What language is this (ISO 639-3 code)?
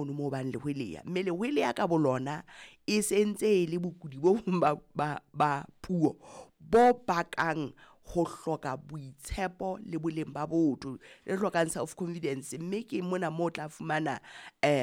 sot